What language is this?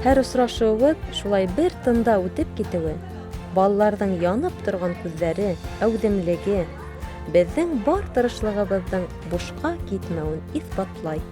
Bashkir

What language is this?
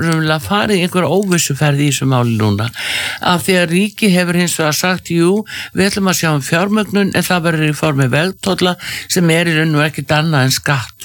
Icelandic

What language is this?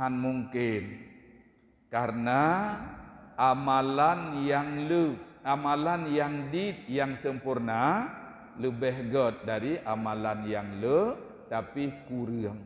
Achinese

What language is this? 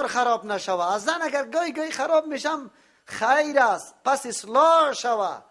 Persian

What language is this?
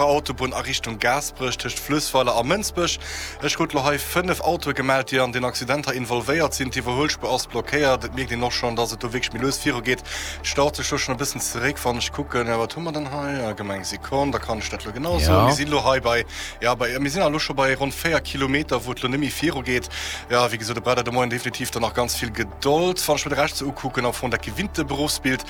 Luxembourgish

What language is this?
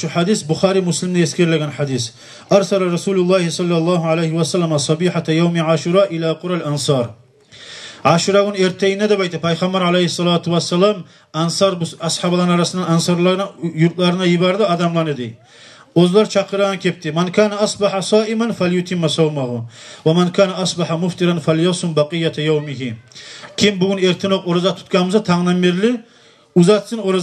Kumyk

